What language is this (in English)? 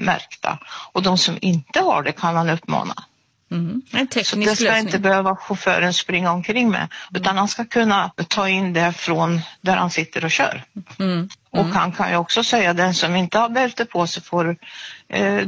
Swedish